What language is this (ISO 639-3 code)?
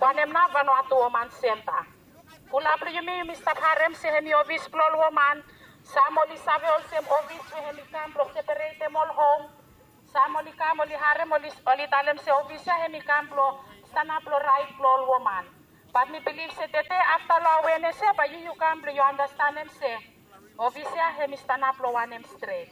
bis